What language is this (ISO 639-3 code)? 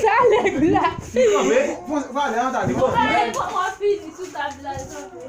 hat